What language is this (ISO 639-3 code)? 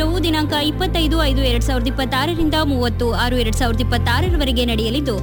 kan